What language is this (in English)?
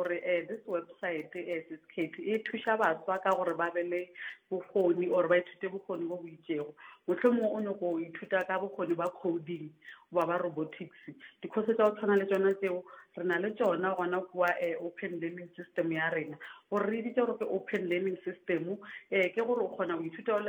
Northern Sotho